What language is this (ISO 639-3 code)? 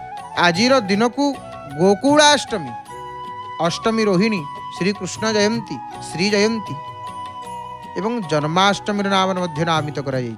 ori